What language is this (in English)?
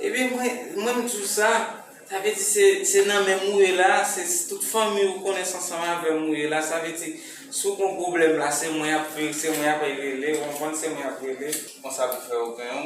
Haitian Creole